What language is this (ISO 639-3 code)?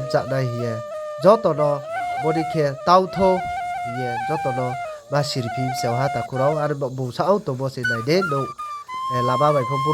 ria